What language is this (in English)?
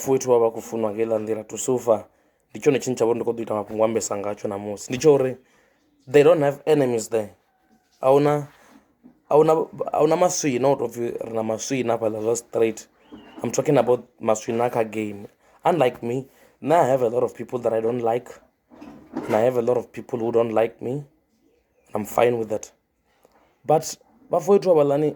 Venda